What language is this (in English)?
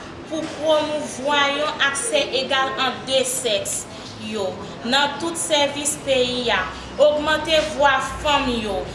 Haitian Creole